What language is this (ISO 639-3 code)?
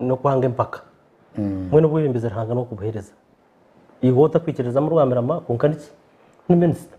nyn